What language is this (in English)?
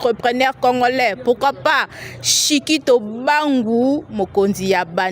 Lingala